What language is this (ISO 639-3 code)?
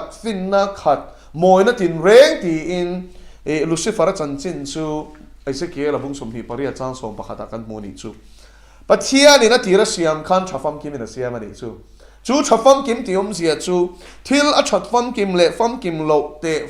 lus